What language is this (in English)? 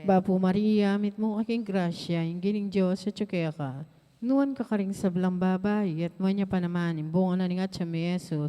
Pampanga